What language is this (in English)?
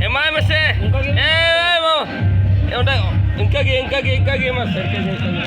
Santali